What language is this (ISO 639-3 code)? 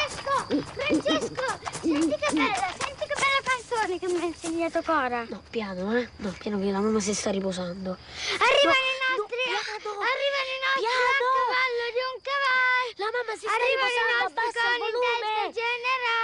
ita